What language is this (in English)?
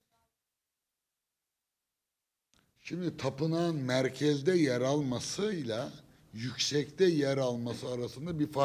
Turkish